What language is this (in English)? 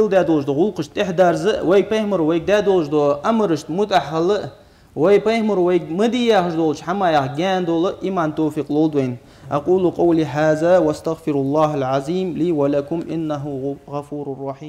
Ingush